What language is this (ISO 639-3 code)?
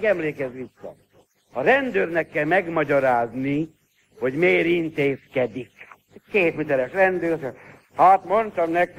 hun